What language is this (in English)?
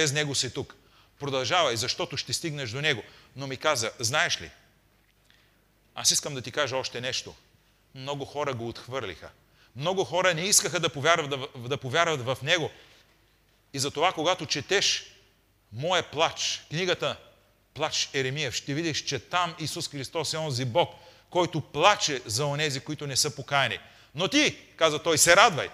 Bulgarian